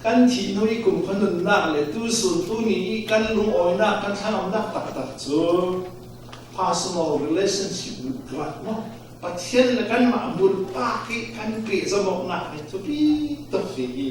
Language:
Falam Chin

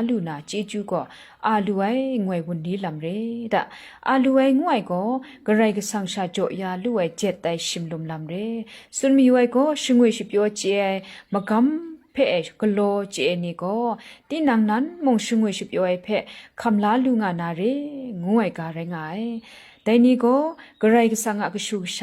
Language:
Kachin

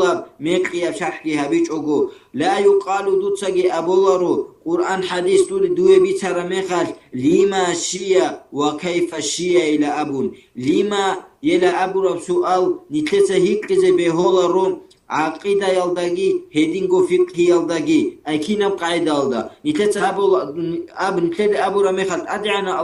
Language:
Avaric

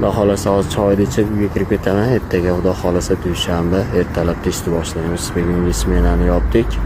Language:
Uzbek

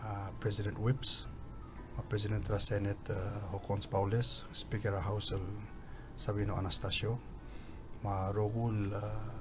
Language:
Palauan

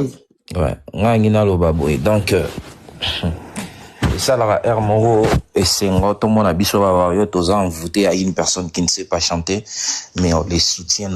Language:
Lingala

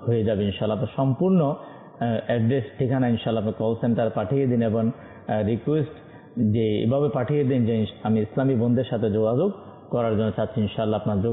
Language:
Bangla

